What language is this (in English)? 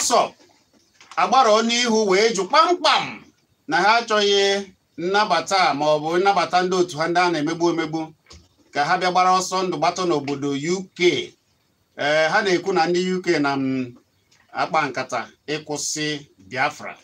Igbo